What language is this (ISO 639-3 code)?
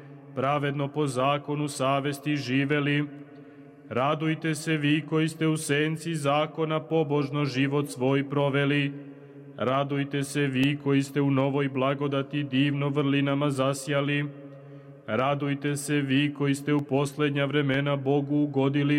srp